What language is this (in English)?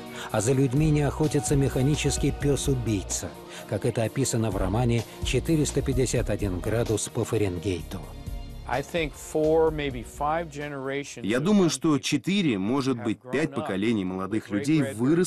Russian